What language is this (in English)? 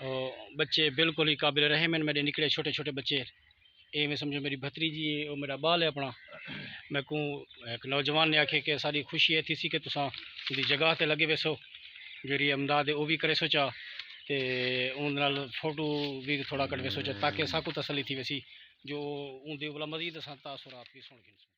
Saraiki